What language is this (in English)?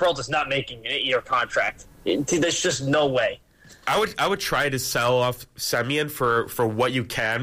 English